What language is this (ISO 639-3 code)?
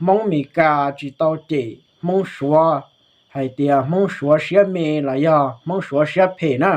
hmn